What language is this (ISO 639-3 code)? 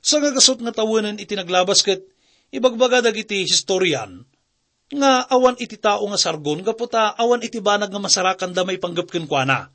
ilo